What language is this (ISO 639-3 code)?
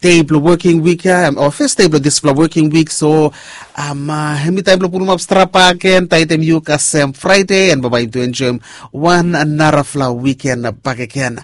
bis